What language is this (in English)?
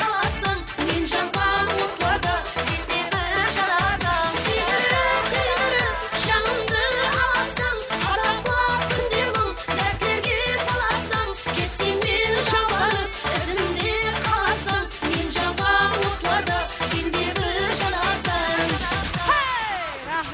Kara-Kalpak